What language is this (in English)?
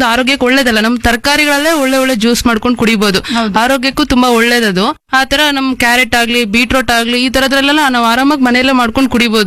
Kannada